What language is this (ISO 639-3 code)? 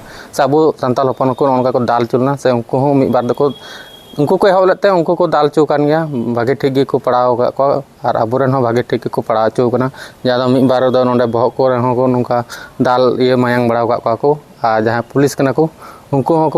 sat